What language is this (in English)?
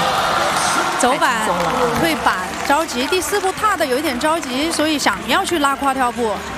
Chinese